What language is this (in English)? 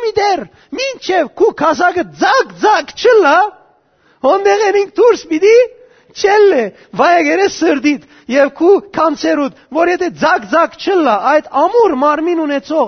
Western Armenian